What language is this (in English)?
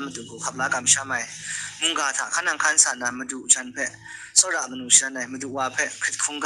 Kachin